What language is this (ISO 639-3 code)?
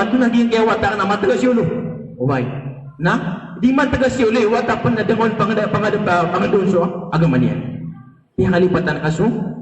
mrw